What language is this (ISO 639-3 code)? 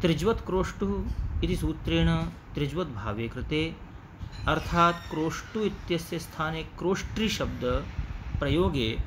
san